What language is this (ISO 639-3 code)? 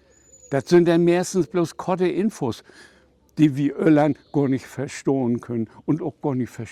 nds